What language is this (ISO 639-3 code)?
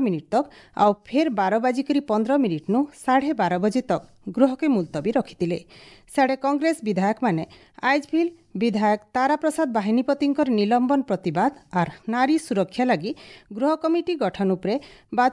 ori